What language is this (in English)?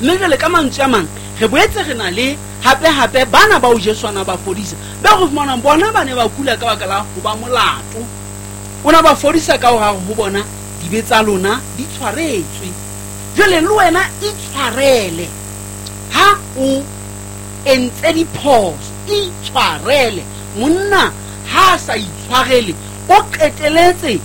Southern Sotho